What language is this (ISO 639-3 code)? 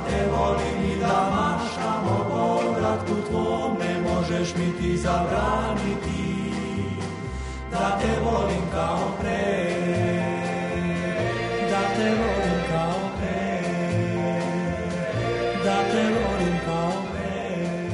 srp